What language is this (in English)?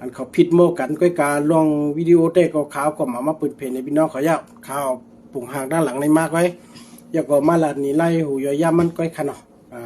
Shan